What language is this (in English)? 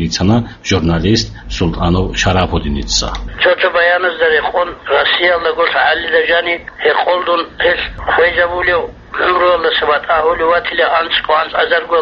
Avaric